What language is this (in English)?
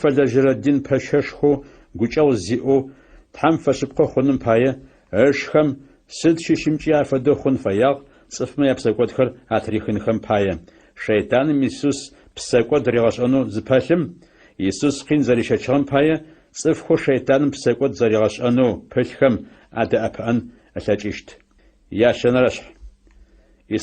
Adyghe